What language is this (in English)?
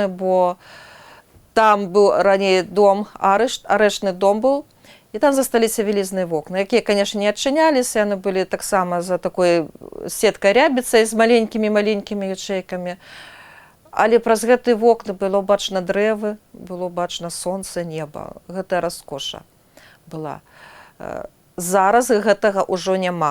Belarusian